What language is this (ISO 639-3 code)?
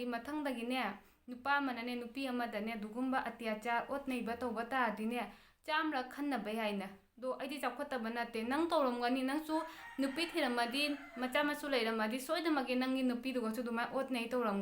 mni